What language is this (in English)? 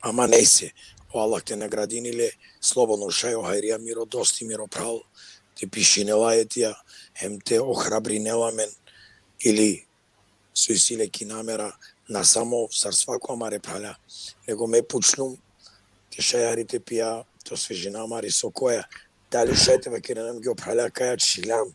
Balkan Romani